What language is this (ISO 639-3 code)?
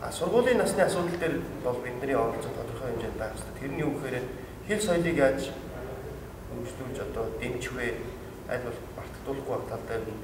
mon